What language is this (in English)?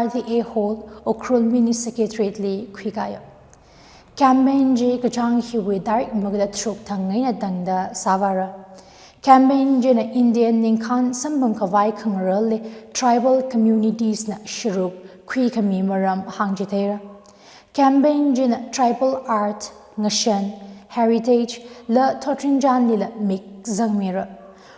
Tangkhul Naga (India)